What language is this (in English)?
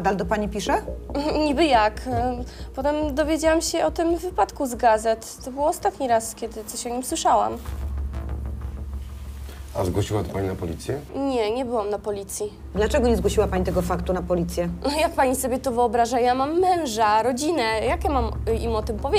Polish